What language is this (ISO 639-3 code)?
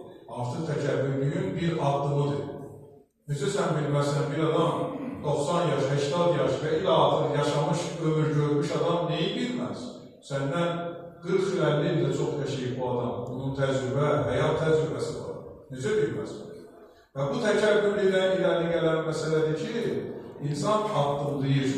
aze